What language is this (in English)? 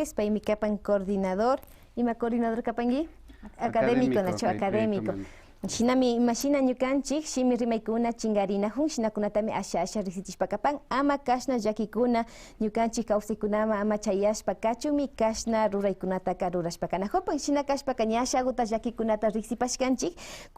Imbabura Highland Quichua